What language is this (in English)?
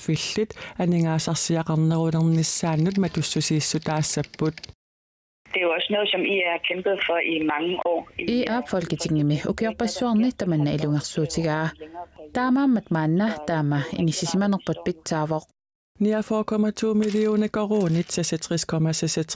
Kalaallisut